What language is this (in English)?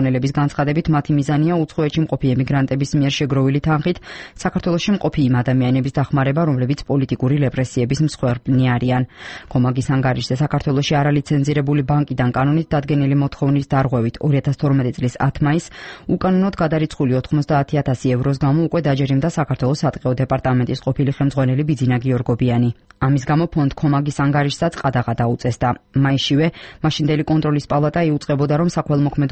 Georgian